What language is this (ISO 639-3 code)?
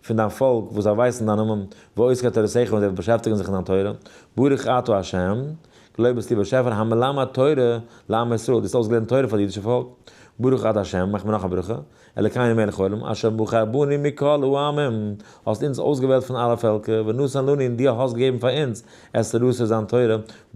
yid